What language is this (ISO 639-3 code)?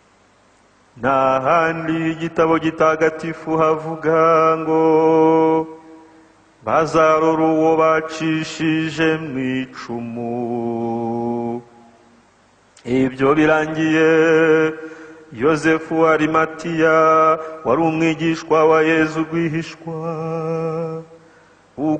kin